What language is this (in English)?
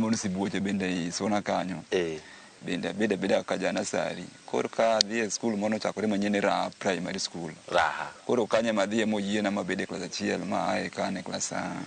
Luo (Kenya and Tanzania)